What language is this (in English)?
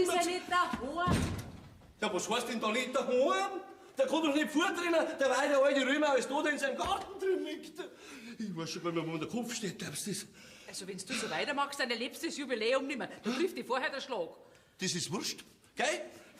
Bavarian